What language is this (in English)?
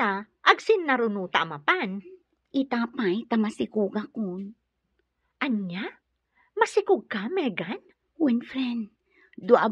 Iloko